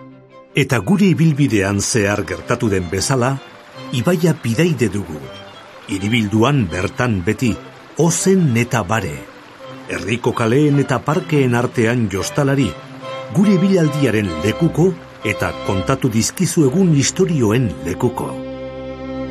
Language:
Basque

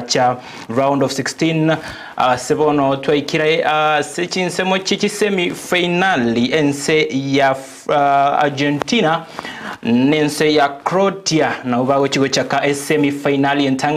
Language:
Gusii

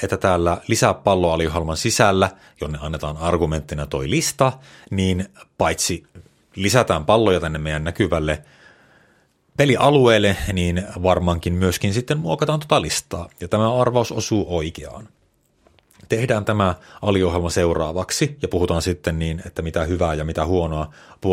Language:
Finnish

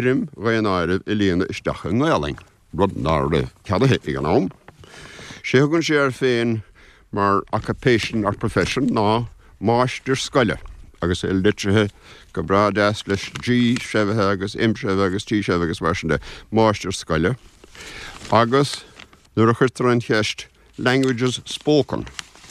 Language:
Irish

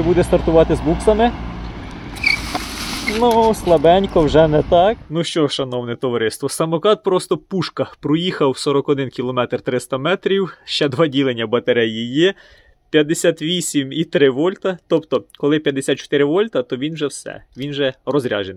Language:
Ukrainian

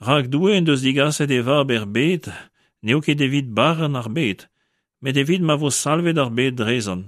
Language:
Breton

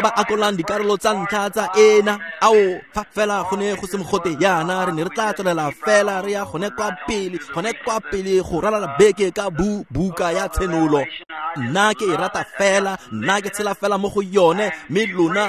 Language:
Tswana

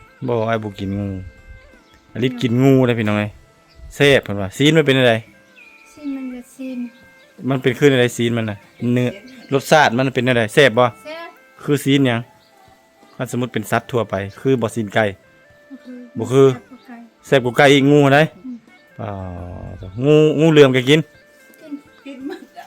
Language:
Lao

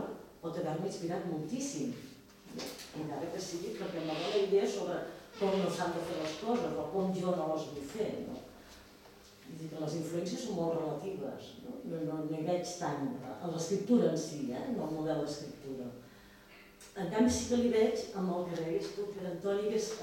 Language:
Catalan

